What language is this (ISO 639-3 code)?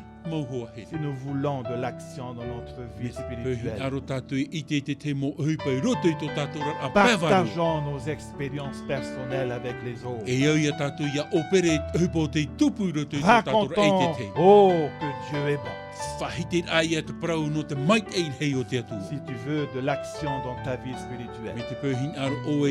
tah